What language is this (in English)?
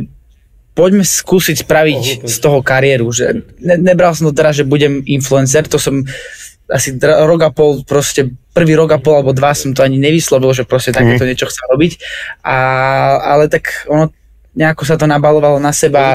Slovak